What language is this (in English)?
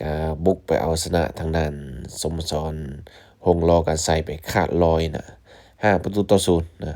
Lao